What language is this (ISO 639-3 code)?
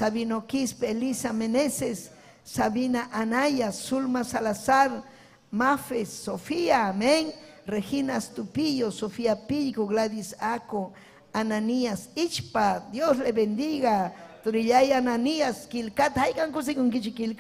quy